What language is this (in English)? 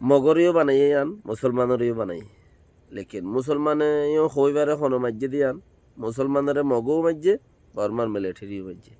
Rohingya